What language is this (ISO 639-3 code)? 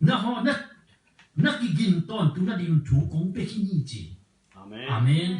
ctd